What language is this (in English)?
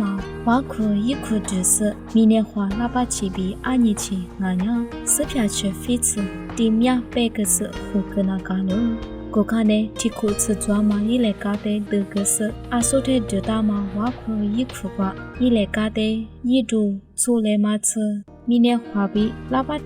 Lisu